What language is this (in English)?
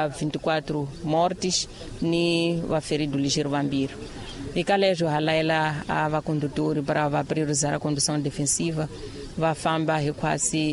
Tsonga